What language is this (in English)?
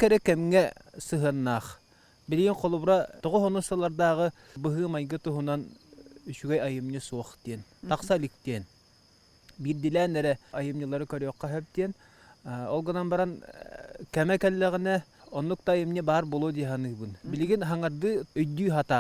Yakut